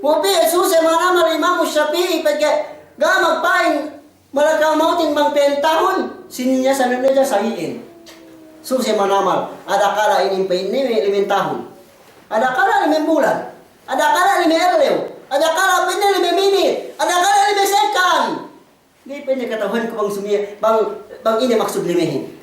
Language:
Yakan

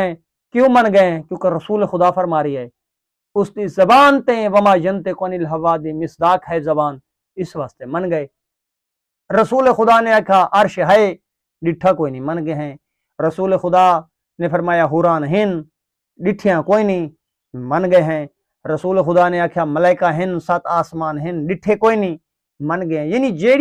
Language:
Saraiki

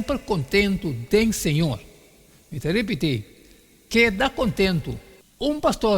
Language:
Papiamento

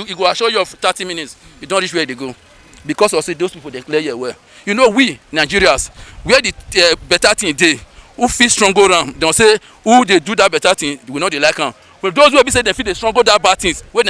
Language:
Nigerian Pidgin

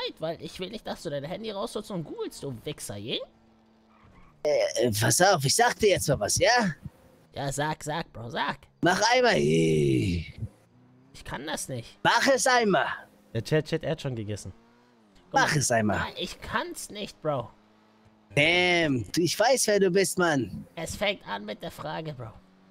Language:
German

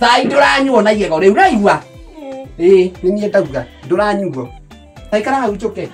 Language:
Kikuyu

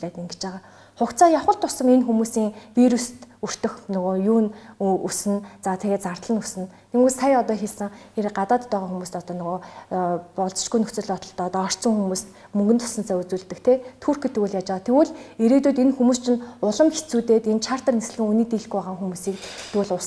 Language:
Mongolian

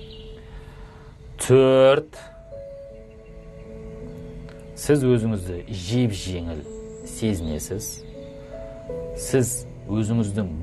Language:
Kazakh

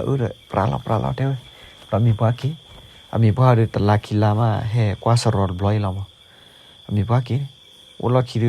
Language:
S'gaw Karen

